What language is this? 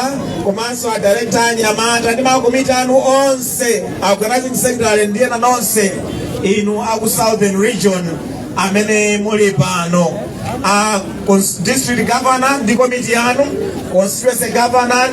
Nyanja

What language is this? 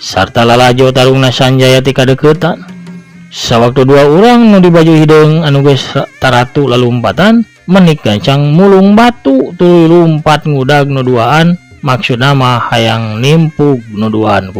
Sundanese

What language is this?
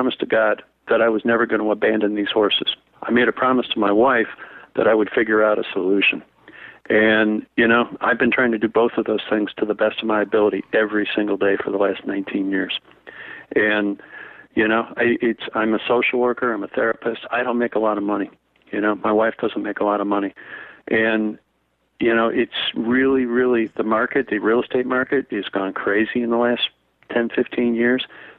English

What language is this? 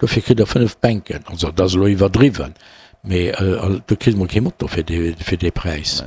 Luxembourgish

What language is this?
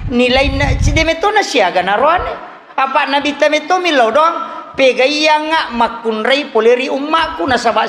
Buginese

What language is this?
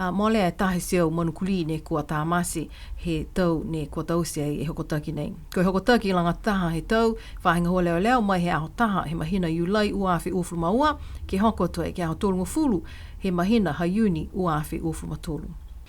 Niuean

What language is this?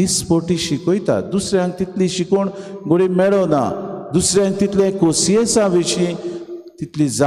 Konkani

